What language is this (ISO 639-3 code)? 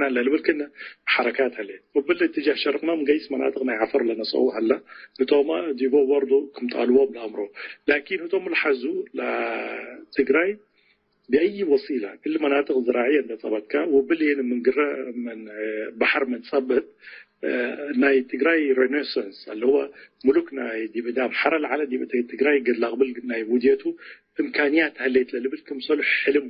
tig